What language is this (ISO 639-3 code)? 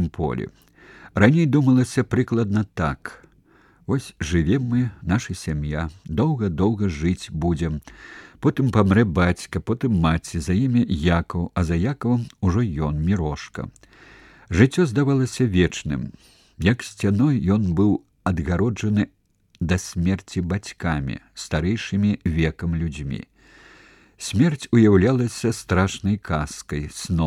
bel